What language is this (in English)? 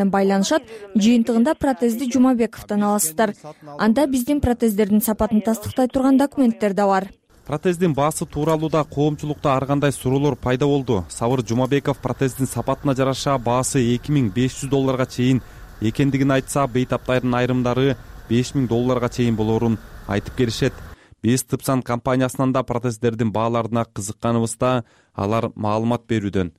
Kyrgyz